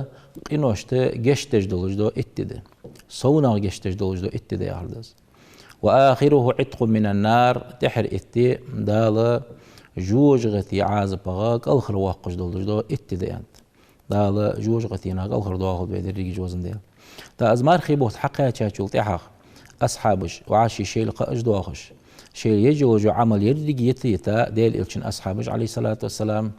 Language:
Ingush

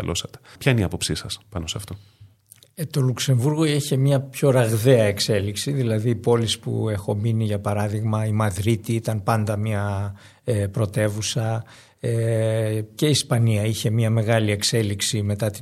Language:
Greek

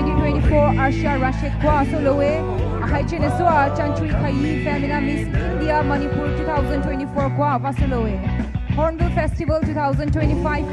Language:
Poumei Naga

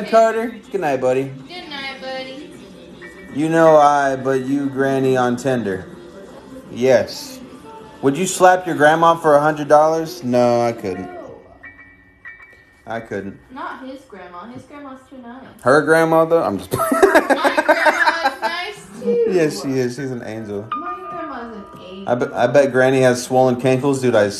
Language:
English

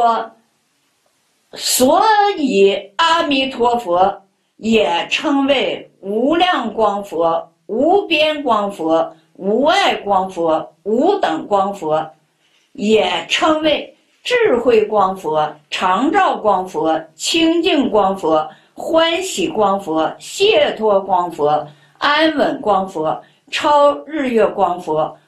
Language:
Chinese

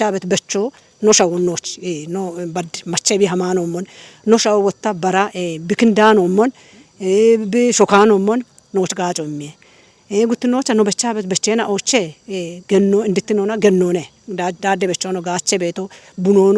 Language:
Kafa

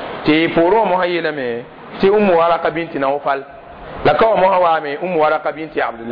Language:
Mossi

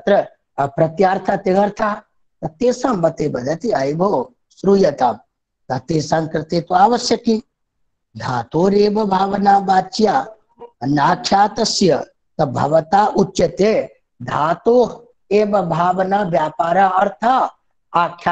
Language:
Sanskrit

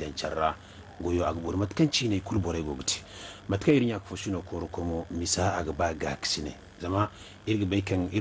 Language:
Zarma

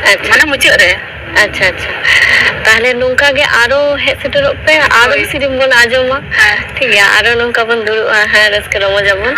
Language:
Santali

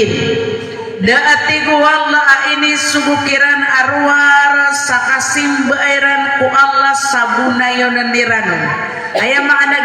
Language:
Maranao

